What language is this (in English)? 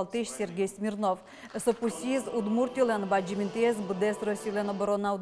Udmurt